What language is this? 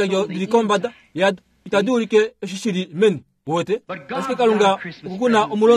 Kuanyama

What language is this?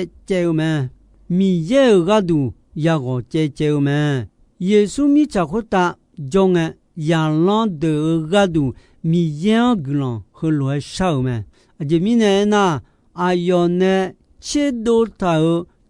Akha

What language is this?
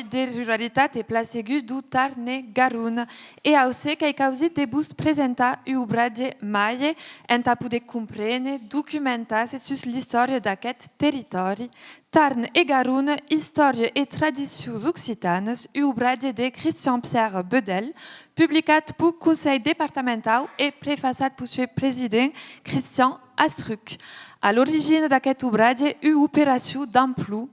Occitan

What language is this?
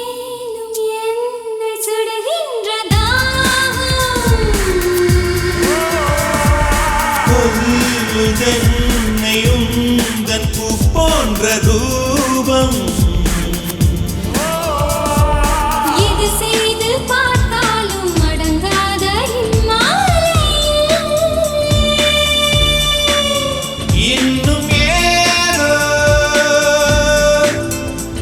Tamil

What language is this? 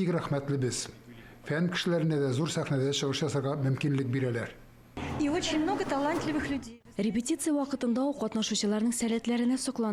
Tatar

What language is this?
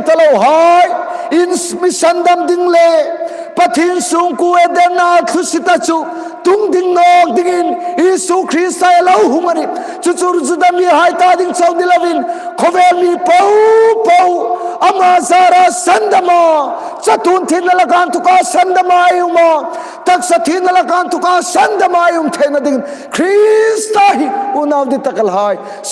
Hmar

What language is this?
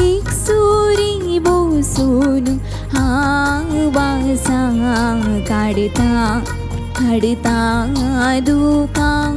Konkani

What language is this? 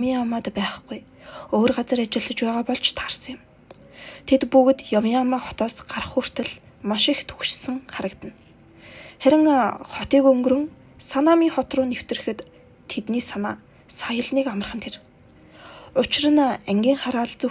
Mongolian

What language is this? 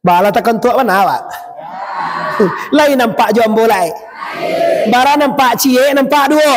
Minangkabau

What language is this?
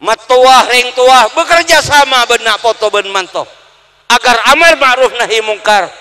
Madurese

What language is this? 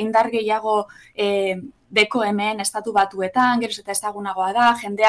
Basque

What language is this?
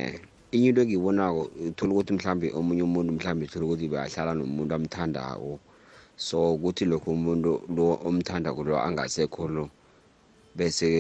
South Ndebele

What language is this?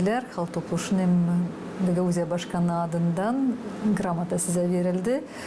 Gagauz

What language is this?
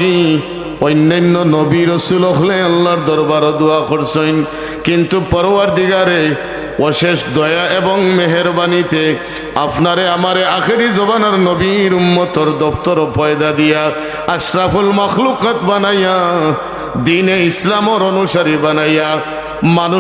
Sylheti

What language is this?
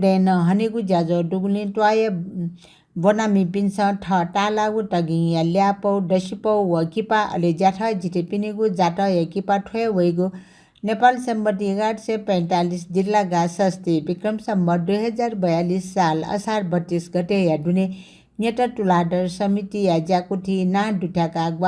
Newari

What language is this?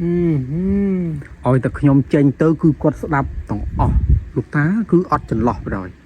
Khmer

